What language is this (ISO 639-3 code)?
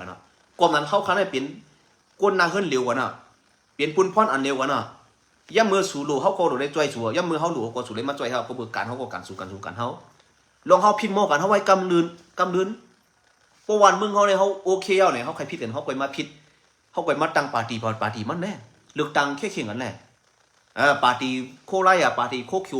shn